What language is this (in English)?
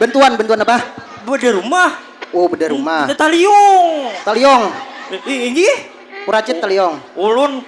Banjar